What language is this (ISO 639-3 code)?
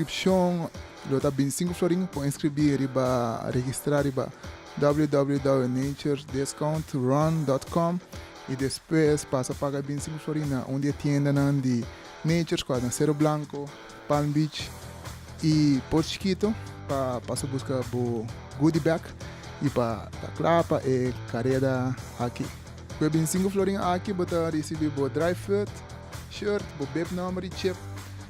pap